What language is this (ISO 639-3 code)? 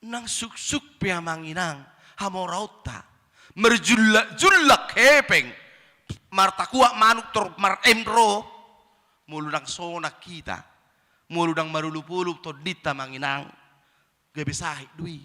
bbc